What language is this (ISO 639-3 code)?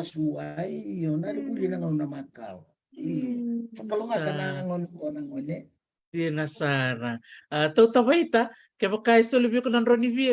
fij